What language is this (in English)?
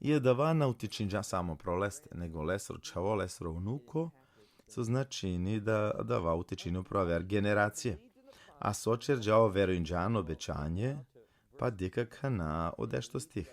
Balkan Romani